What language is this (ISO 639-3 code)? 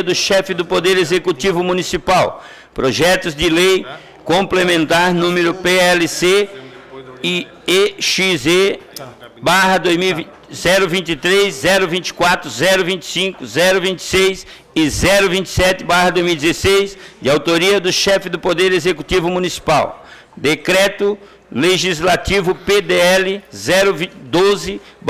por